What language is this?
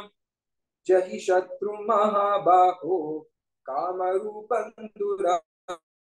Sanskrit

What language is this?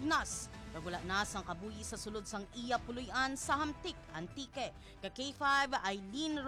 Hiligaynon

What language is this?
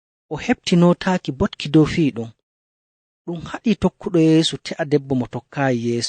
Nigerian Fulfulde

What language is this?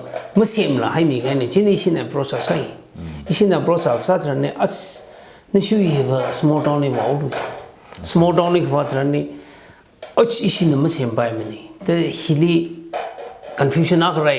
Tangkhul Naga (India)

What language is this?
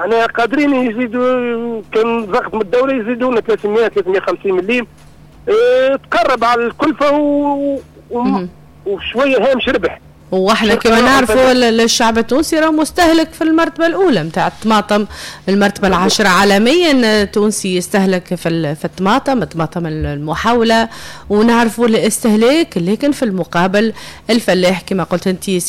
Tunisian Arabic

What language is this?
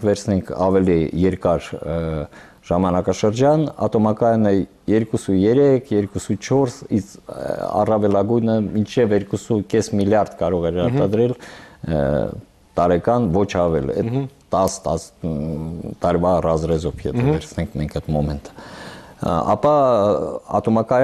Armenian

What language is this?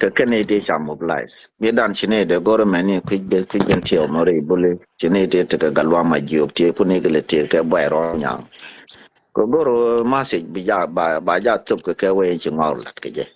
Nuer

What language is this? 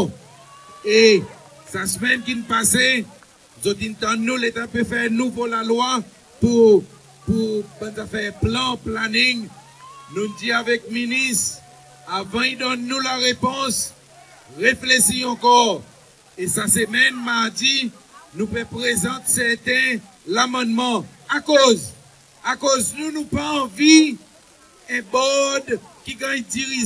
Seselwa Creole French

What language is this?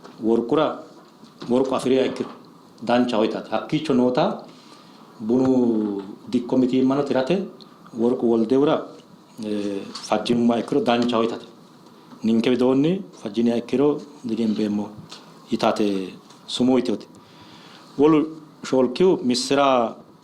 Sidamo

